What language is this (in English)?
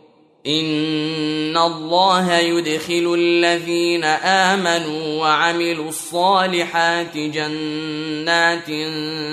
Arabic